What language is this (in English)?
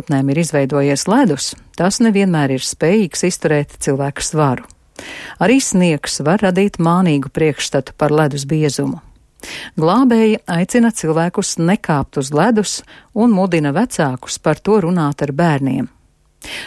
Latvian